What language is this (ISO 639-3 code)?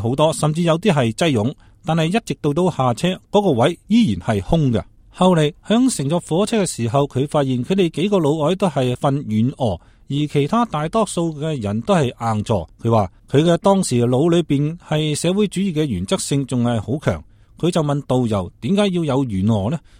yue